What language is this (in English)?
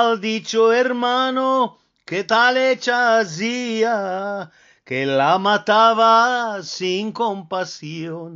Ladino